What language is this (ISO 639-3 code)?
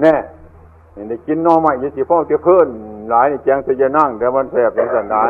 tts